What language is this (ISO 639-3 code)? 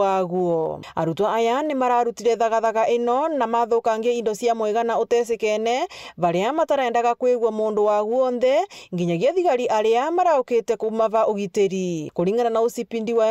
mer